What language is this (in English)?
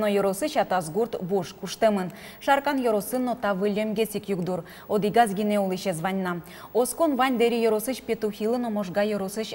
Udmurt